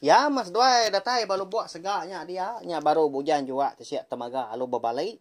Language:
Iban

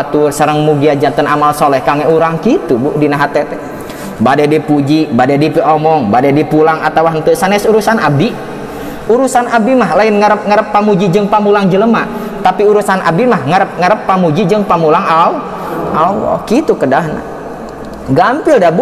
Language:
Sundanese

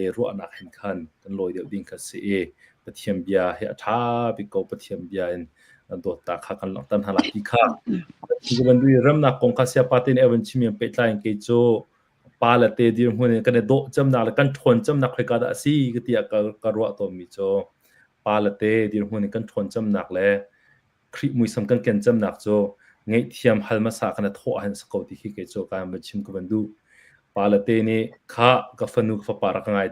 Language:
Hakha Chin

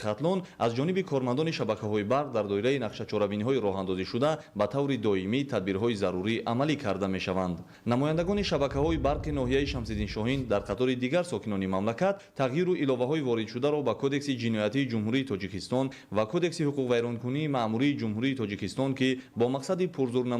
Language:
Tajik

